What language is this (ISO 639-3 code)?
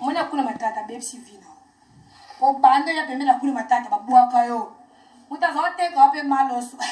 lin